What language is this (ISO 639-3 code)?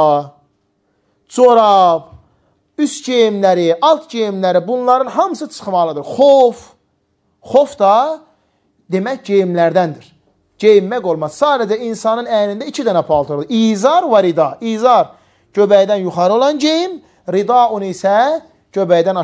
aze